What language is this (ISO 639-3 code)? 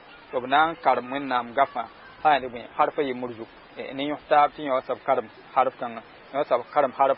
mos